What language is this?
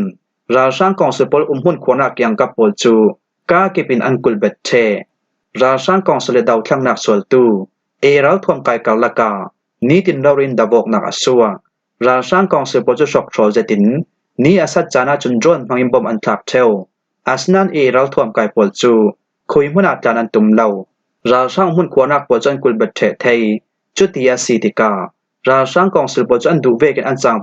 Falam Chin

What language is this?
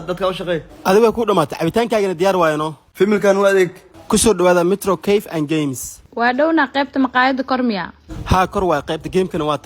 Somali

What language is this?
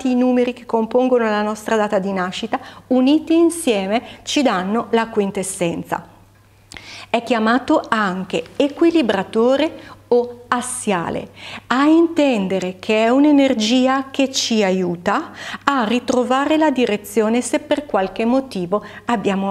Italian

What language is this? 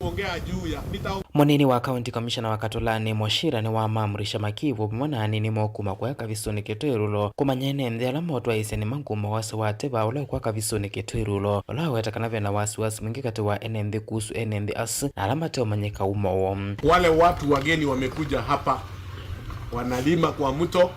Kamba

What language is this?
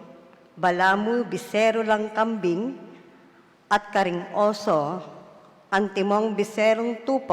Pampanga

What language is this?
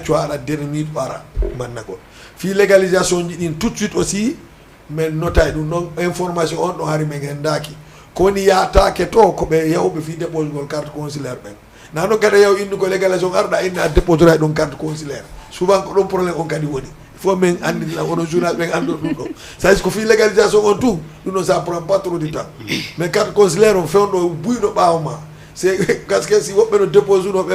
Fula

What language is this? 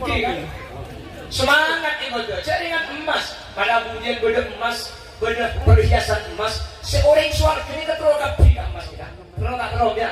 Madurese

